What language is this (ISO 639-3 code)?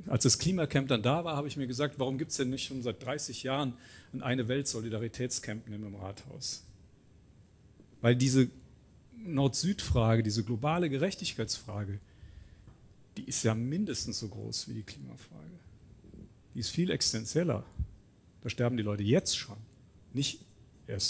deu